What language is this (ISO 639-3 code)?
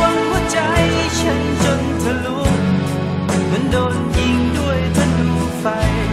tha